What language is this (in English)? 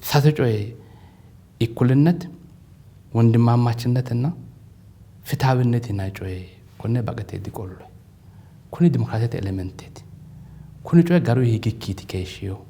Sidamo